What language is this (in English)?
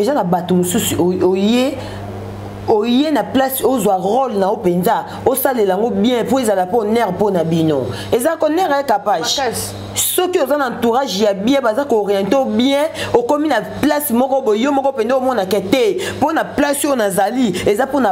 Lingala